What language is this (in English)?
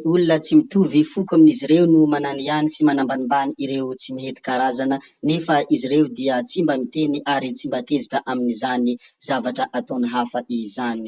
Malagasy